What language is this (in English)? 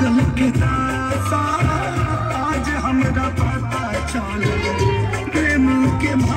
Bhojpuri